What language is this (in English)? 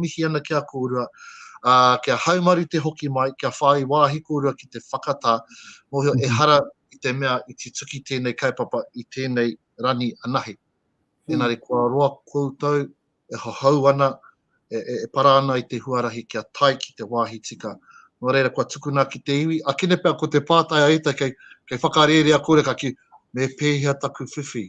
Māori